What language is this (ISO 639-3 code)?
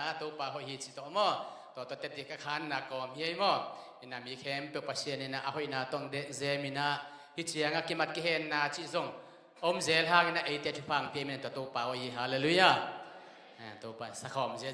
ctd